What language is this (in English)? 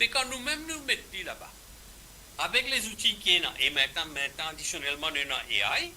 Morisyen